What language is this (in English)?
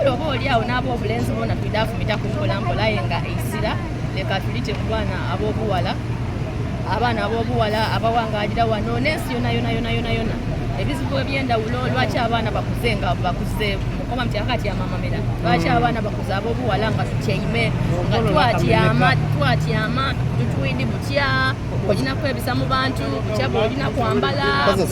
Soga